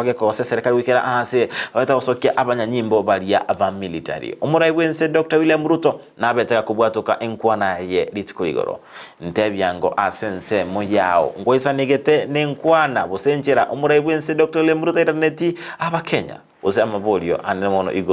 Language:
Gusii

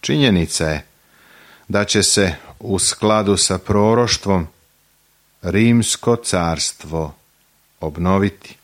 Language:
Serbian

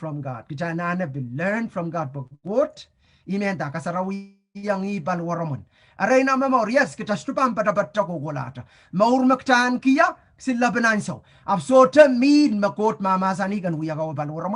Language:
Pohnpeian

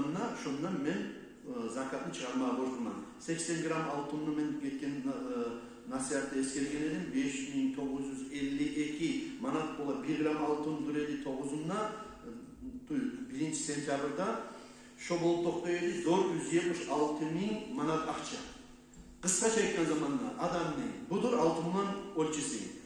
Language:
Kumyk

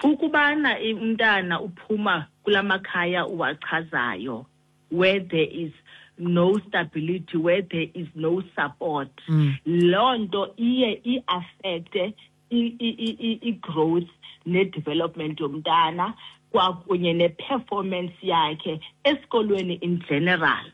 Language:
Xhosa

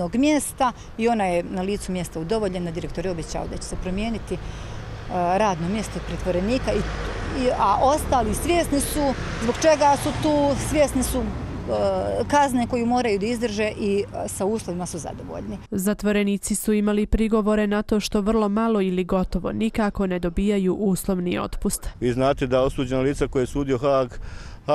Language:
Bosnian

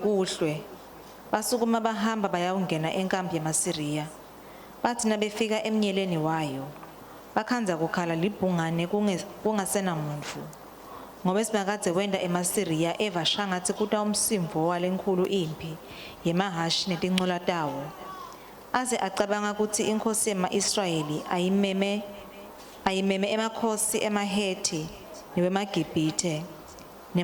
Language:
Swati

